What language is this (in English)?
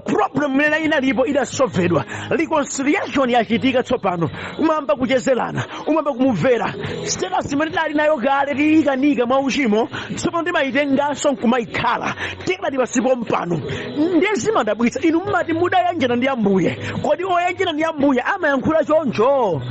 Nyanja